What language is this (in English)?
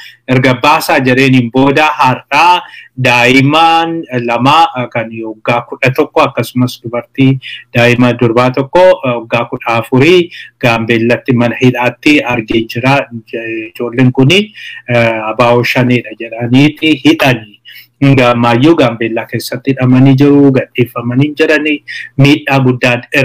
Oromo